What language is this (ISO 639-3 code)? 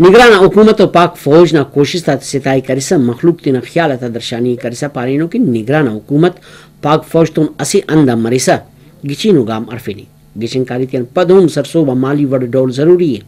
brh